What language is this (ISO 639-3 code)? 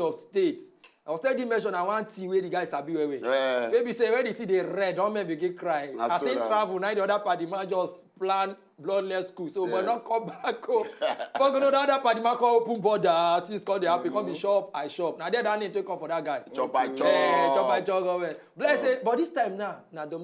pcm